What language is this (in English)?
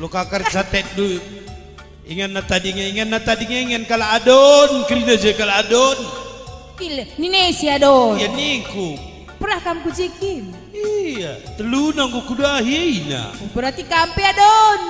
Batak Karo